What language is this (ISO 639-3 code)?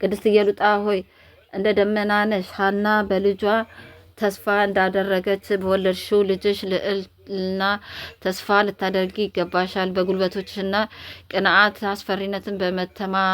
amh